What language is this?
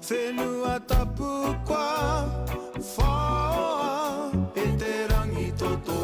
Māori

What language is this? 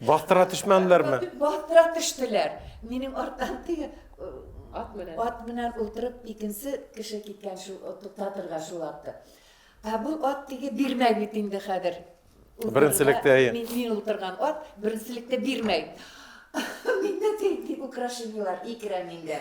Bashkir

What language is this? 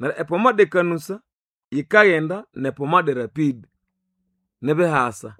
Nande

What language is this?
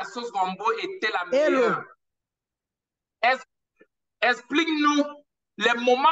French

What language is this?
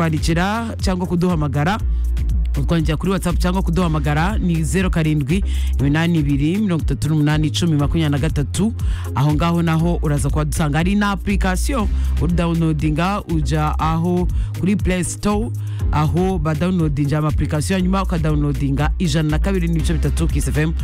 Kinyarwanda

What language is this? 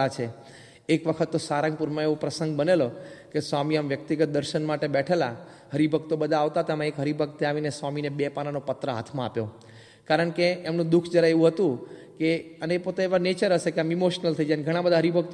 Gujarati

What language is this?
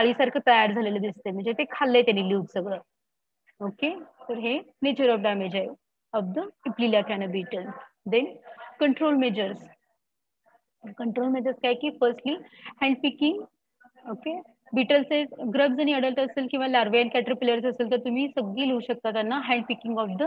Marathi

